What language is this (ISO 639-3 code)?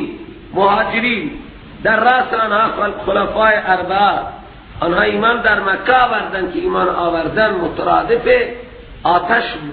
fas